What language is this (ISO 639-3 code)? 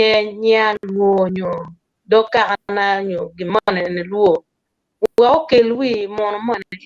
ach